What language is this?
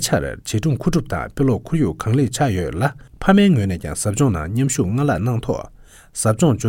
Tibetan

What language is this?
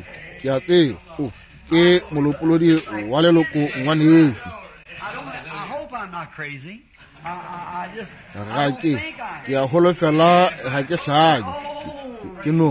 Northern Sotho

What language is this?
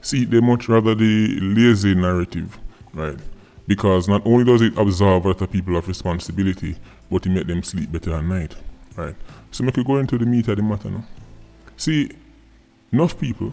Jamaican Creole English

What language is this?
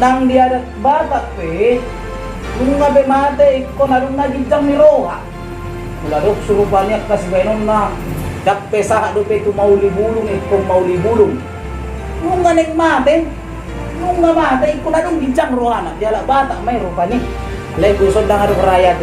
Batak Toba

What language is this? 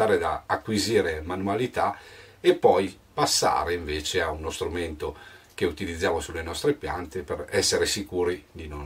Italian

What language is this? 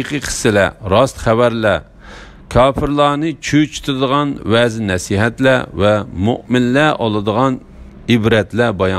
Uyghur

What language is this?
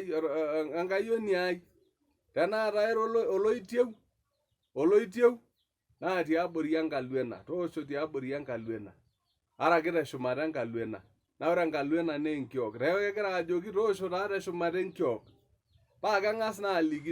Masai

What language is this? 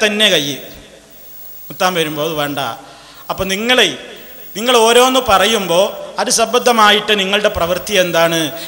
Malayalam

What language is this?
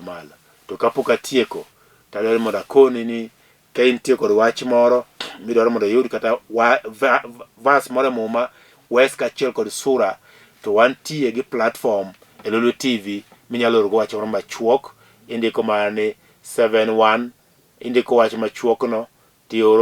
Luo (Kenya and Tanzania)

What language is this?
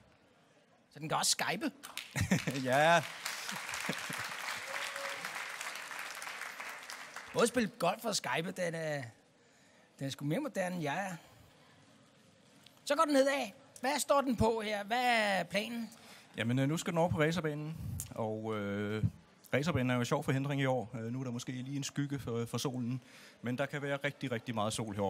Danish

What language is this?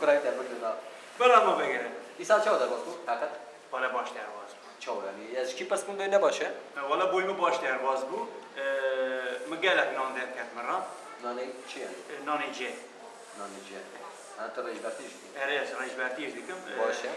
Kurdish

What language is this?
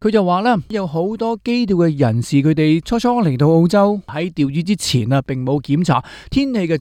Cantonese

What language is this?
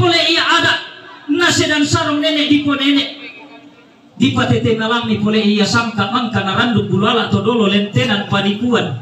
Toraja-Sa'dan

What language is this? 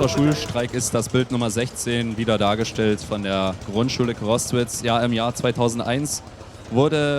Upper Sorbian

